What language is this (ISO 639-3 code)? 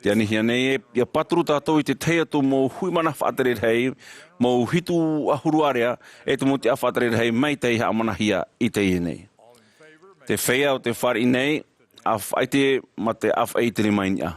tah